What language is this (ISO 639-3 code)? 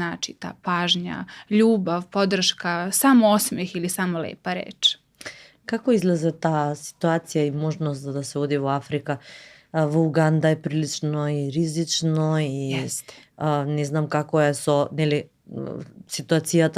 mkd